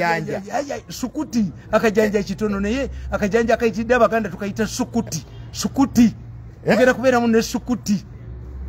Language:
Ganda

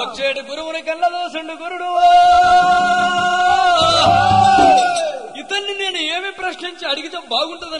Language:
Telugu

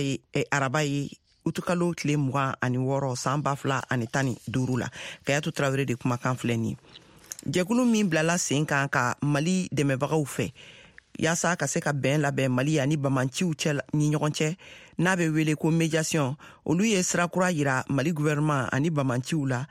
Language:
Bambara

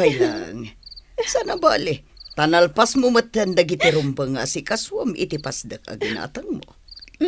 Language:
Iloko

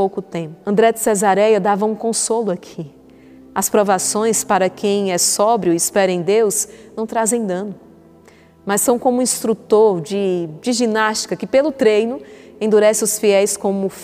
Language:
Portuguese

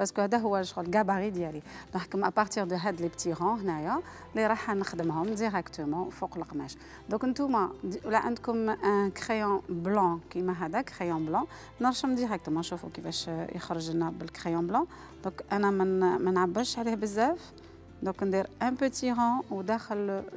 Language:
Algerian Arabic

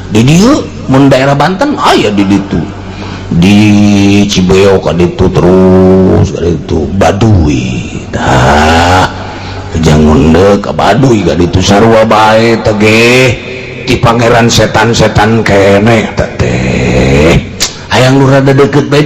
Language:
Sundanese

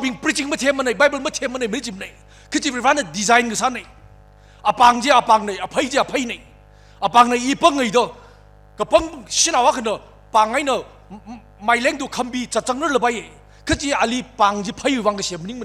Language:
Tangkhul Naga (India)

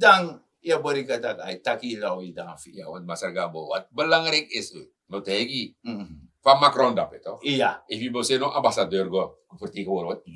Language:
Sranan Tongo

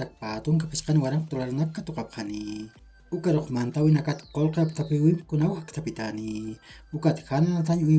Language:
Aymara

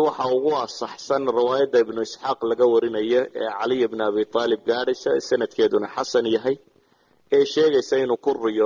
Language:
Somali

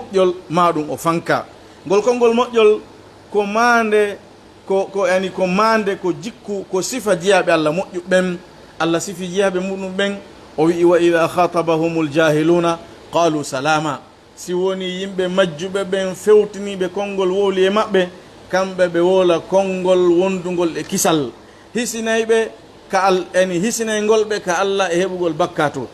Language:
Fula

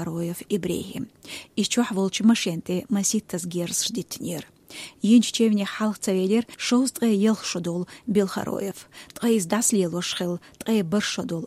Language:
Chechen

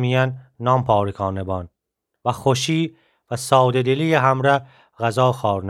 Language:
Gilaki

